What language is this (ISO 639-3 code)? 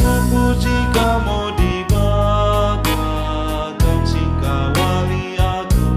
btx